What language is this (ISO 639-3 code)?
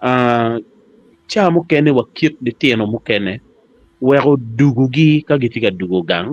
ach